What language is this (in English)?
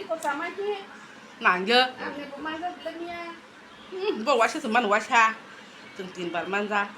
Kok Borok